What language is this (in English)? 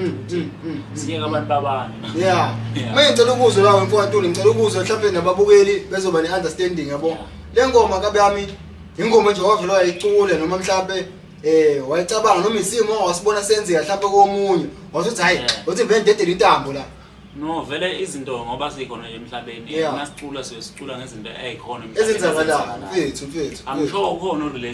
Zulu